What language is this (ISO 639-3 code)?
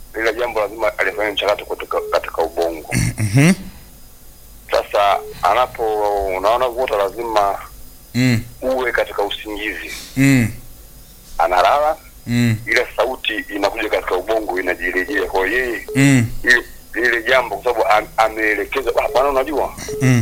swa